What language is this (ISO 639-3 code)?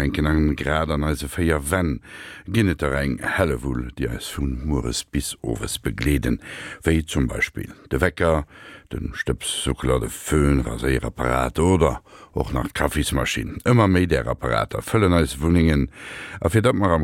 ltz